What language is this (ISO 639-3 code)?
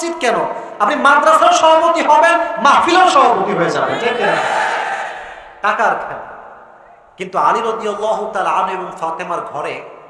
ben